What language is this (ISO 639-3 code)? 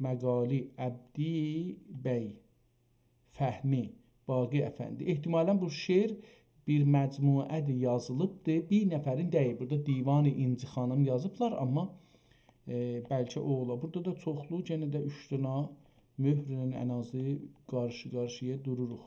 azb